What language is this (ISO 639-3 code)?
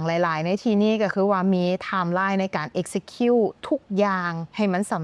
lao